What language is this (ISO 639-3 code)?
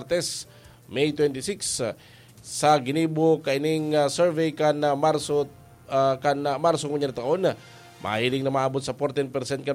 bik